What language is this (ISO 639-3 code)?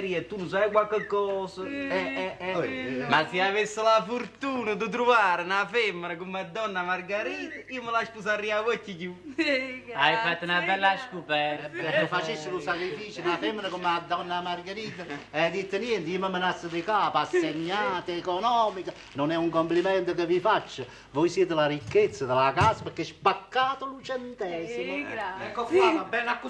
nap